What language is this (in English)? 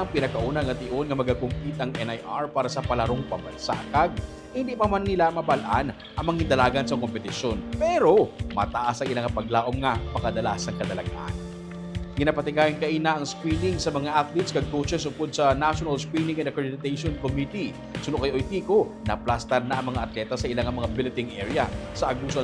Hiligaynon